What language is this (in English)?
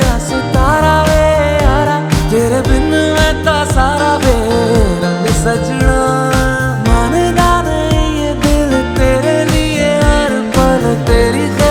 Hindi